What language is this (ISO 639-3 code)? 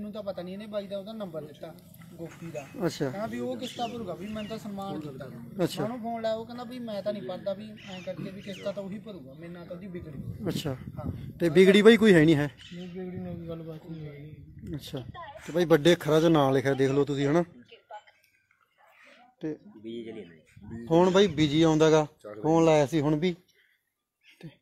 pan